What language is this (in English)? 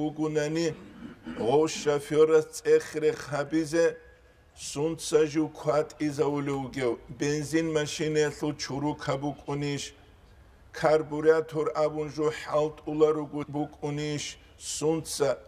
Avaric